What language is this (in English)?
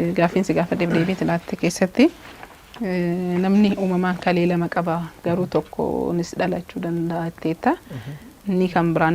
Oromo